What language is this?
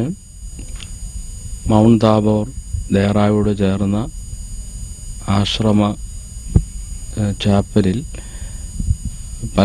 Malayalam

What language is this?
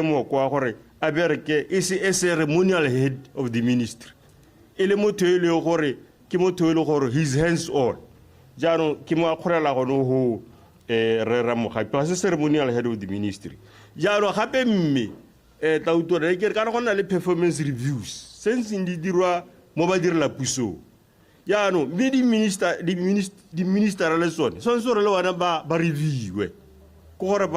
Tswana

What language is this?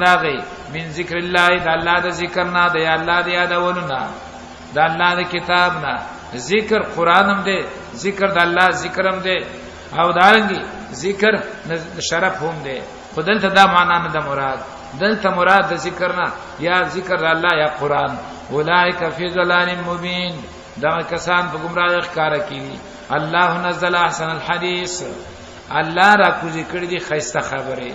Pashto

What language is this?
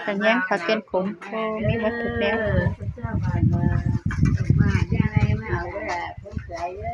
Northeastern Thai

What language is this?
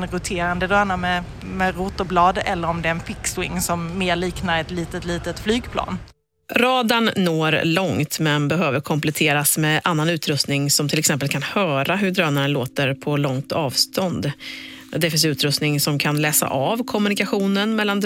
Swedish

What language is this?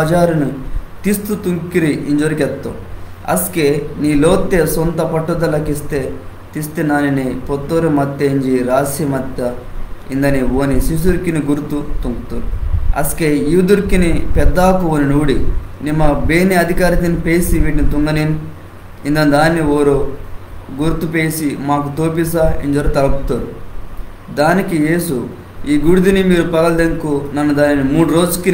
Koya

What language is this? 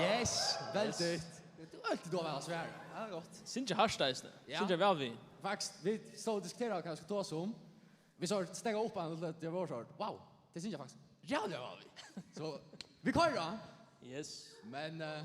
Faroese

